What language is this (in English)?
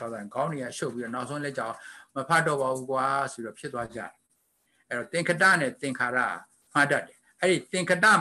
Burmese